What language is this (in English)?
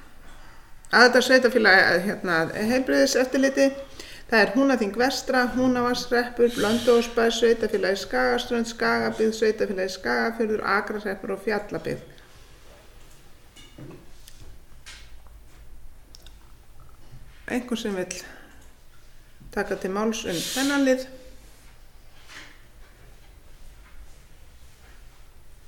Icelandic